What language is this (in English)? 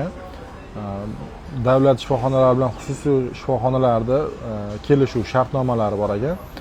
Uzbek